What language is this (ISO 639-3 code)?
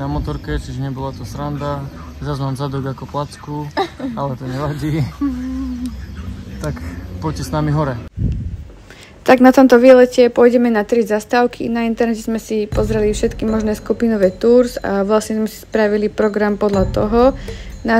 slk